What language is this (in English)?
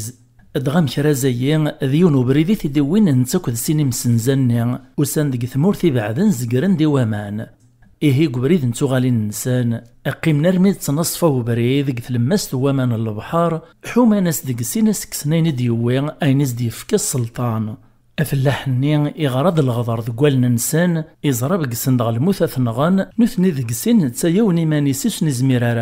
Kabyle